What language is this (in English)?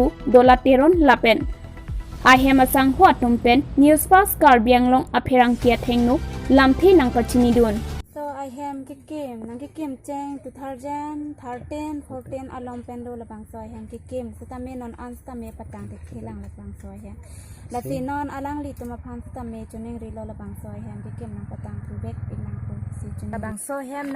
Karbi